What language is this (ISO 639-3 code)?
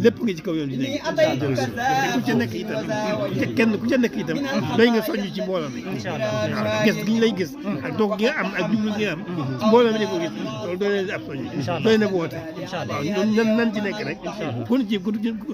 wol